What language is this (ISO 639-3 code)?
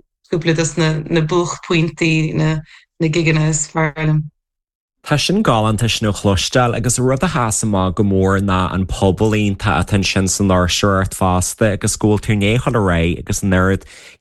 gle